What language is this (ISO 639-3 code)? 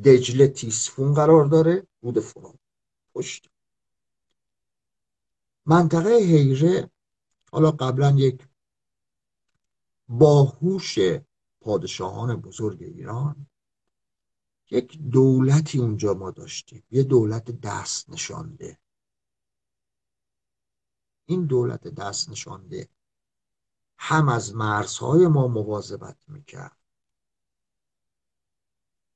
fas